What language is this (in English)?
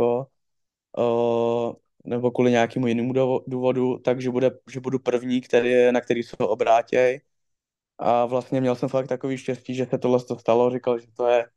Czech